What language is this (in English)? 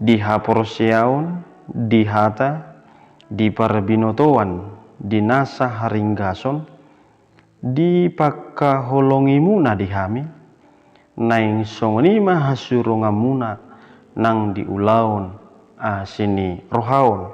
Batak Toba